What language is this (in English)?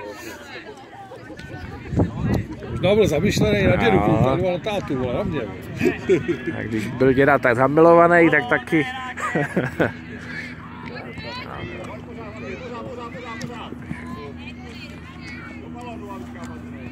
Czech